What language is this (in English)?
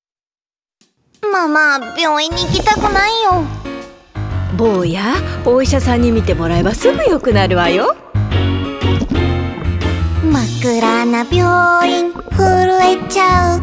Japanese